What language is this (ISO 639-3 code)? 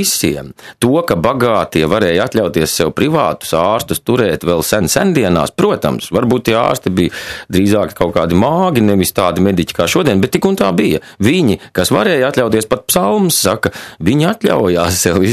lav